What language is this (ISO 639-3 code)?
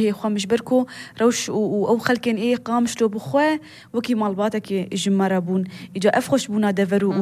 kur